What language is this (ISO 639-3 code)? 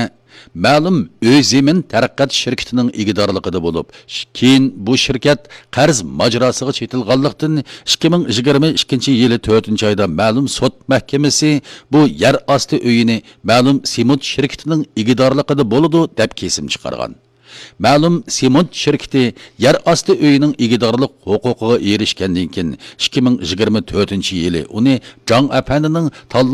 uig